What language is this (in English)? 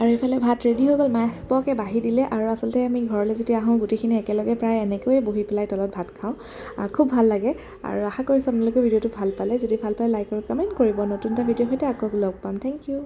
Assamese